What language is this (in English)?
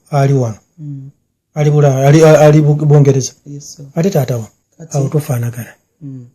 Ganda